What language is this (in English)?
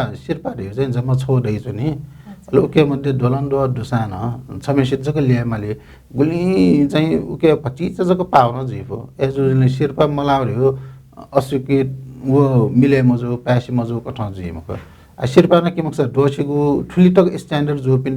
Newari